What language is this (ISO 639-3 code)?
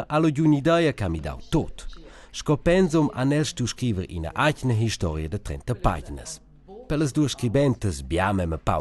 roh